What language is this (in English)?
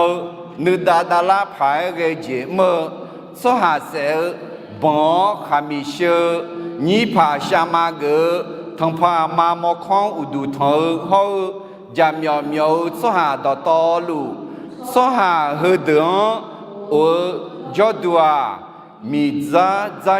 Akha